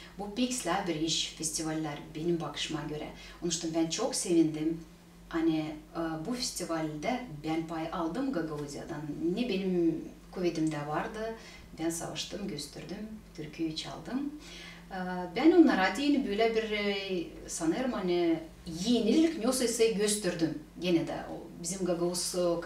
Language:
Gagauz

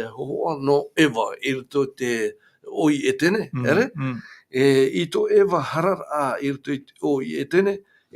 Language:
Tahitian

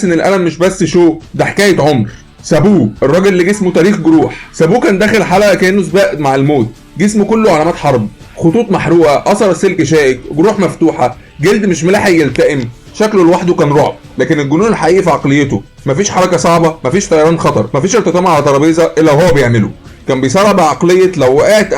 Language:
Egyptian Arabic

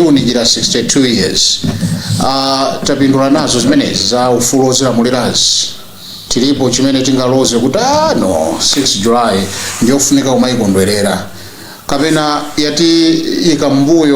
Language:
Nyanja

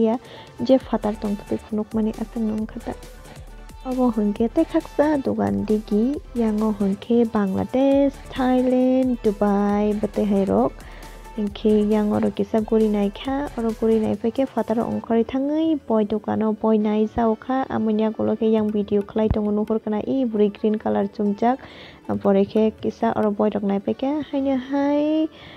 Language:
Kok Borok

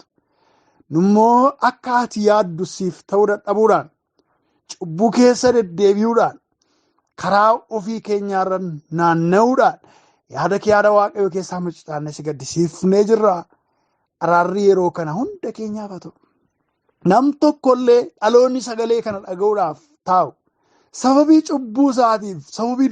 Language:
Oromo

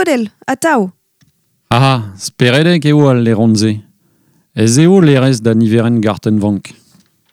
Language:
Breton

